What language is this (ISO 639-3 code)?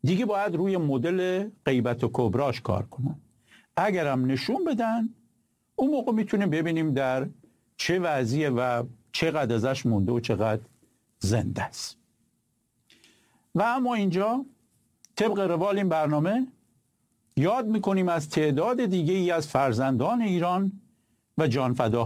fas